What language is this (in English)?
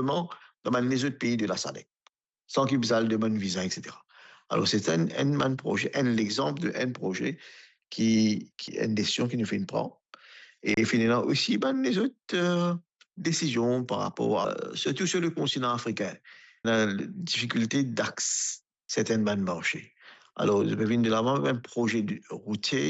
Morisyen